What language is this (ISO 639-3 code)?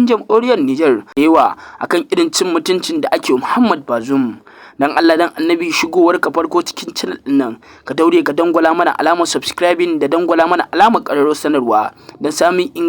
hau